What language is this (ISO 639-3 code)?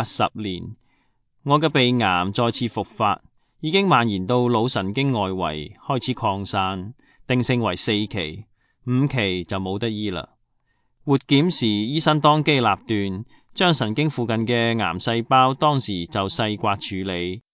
yue